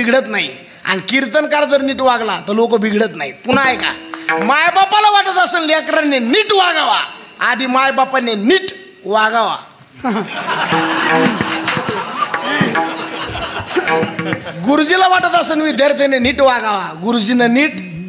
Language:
Marathi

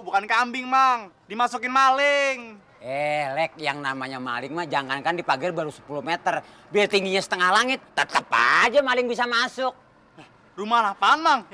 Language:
Betawi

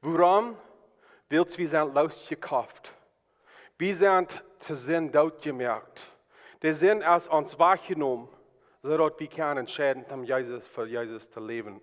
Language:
Plautdietsch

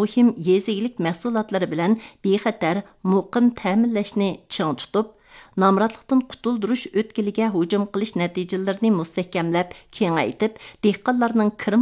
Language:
Uyghur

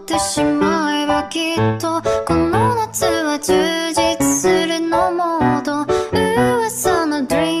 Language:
Bikol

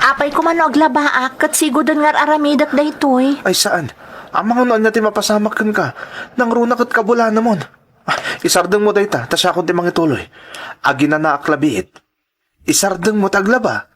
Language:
Iloko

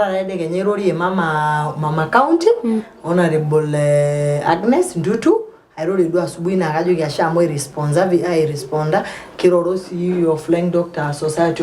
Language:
Masai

